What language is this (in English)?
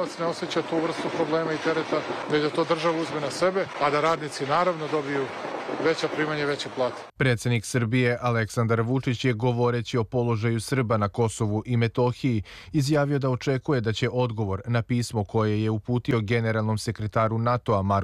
Serbian